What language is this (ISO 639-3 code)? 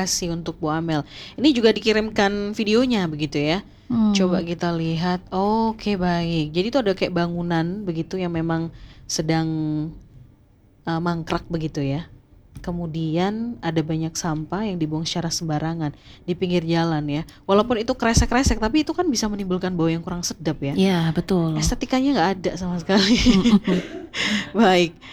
ind